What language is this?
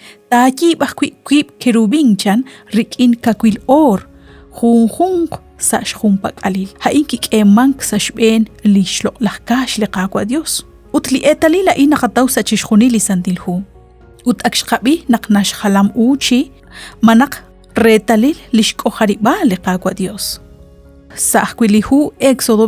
Kekchí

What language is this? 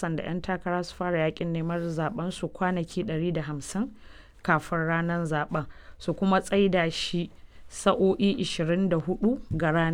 Hausa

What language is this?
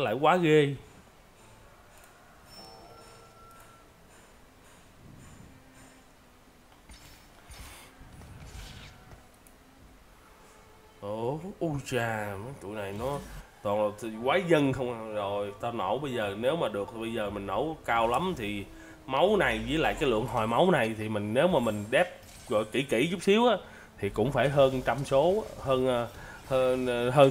Vietnamese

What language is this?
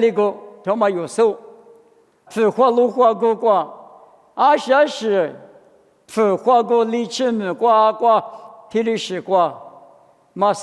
Lisu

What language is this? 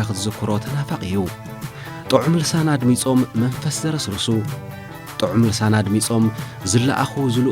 Tigrinya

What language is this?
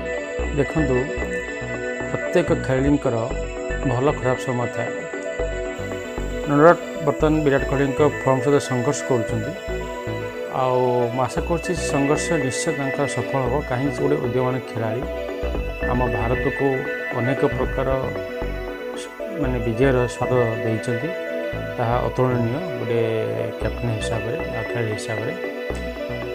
Odia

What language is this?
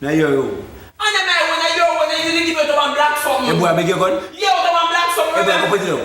Jamaican Creole English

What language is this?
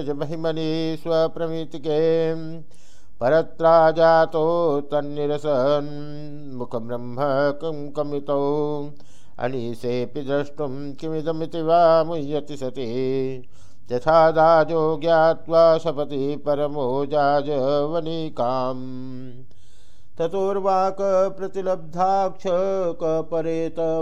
Sanskrit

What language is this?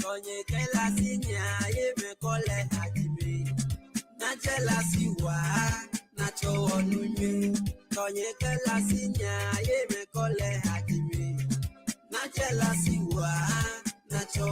Ewe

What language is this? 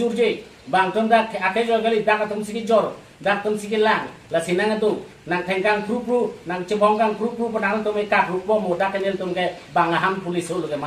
Karbi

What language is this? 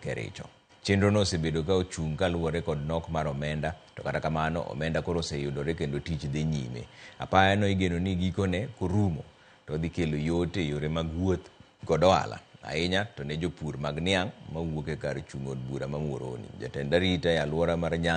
Luo (Kenya and Tanzania)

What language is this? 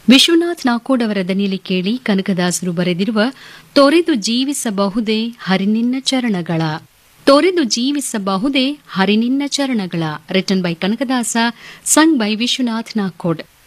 Kannada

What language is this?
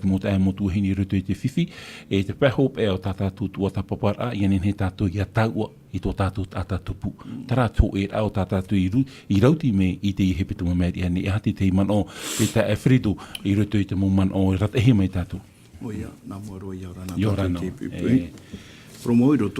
Tahitian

